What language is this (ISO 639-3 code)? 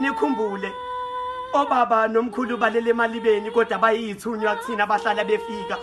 zul